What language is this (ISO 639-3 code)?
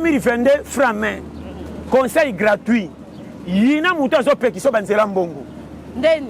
lin